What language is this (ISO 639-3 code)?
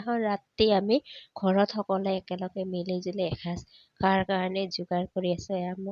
asm